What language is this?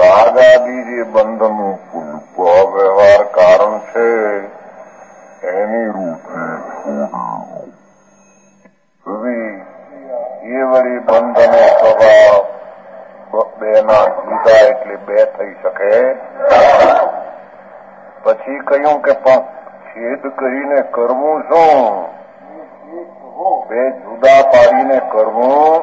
Gujarati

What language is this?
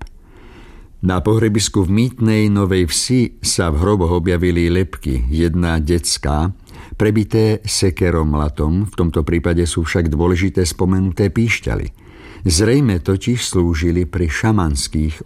Slovak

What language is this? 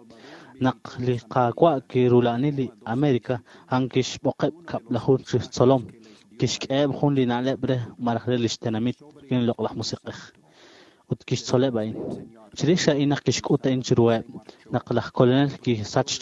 Kekchí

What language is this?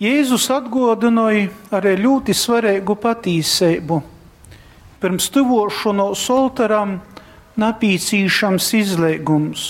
Latgalian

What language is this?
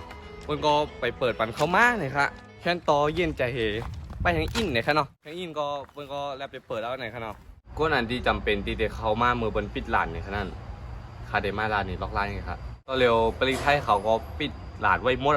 Shan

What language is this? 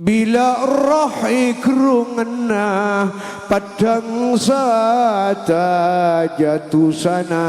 Madurese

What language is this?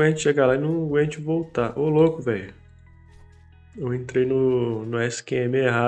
Portuguese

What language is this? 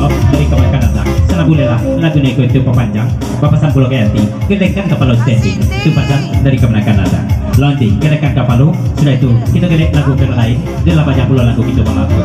Minangkabau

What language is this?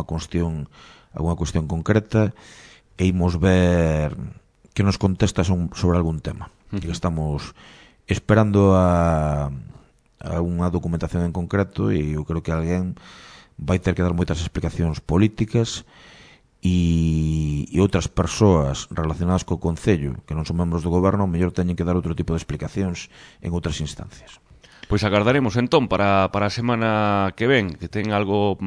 Galician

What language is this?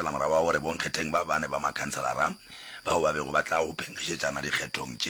Northern Sotho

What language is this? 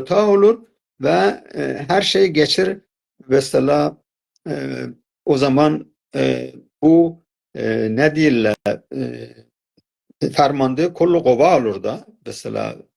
South Azerbaijani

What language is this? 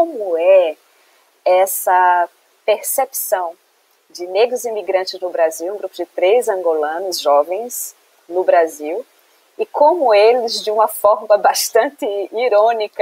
Portuguese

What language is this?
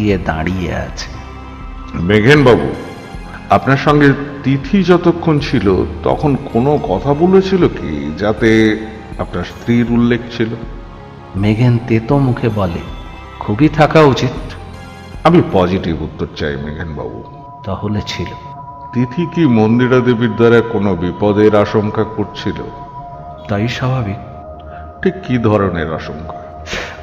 Bangla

